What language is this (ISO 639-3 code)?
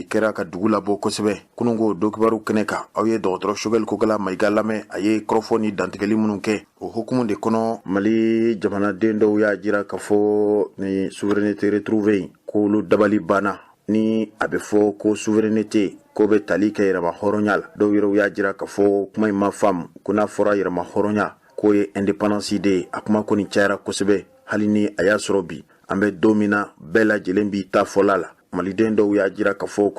bam